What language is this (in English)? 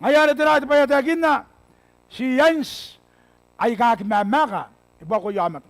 Gilbertese